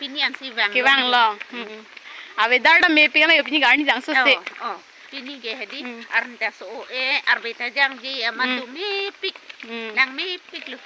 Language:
Karbi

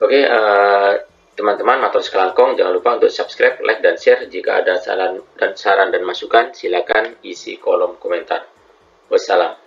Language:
Madurese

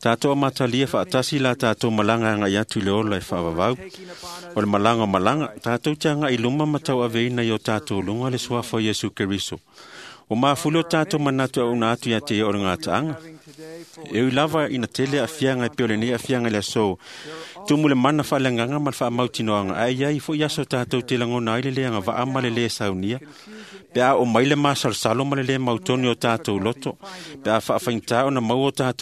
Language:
Samoan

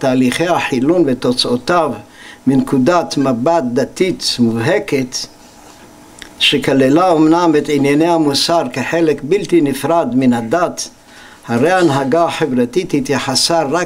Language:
Hebrew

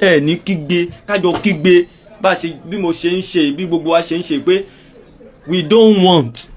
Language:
Yoruba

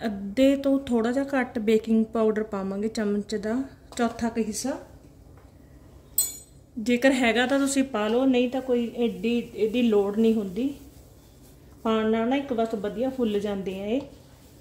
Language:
Punjabi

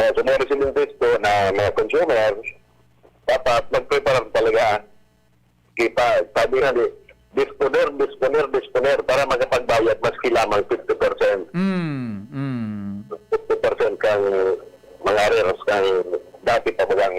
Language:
Bikol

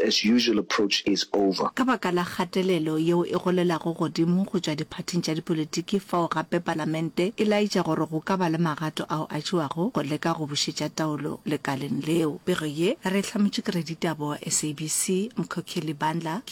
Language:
Northern Sotho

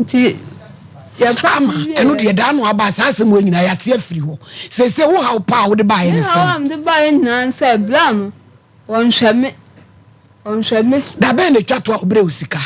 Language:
Akan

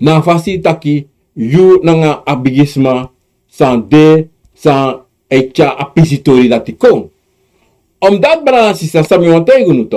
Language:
Sranan Tongo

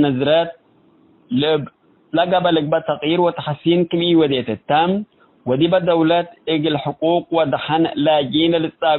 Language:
Tigre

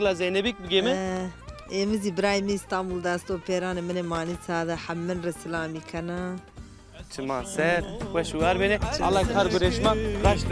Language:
Zaza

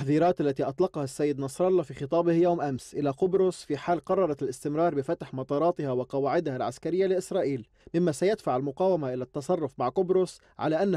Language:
North Levantine Arabic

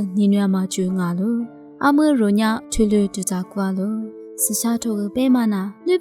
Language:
Lisu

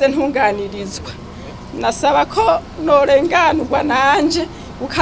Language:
Rundi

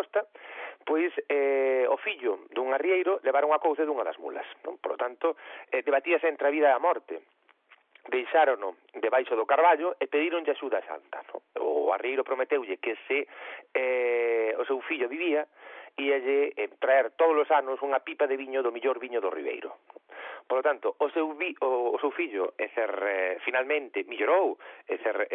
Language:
Galician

